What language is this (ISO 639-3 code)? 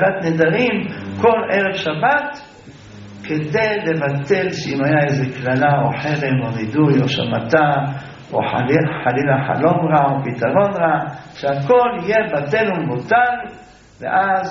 heb